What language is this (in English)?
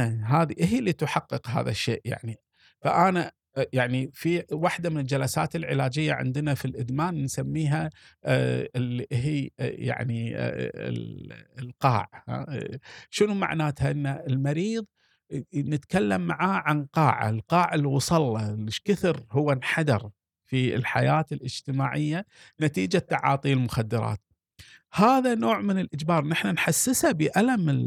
Gulf Arabic